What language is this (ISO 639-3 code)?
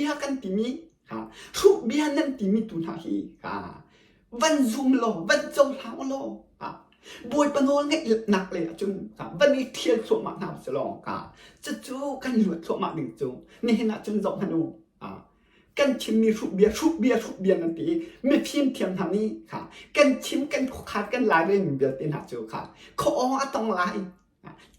cnh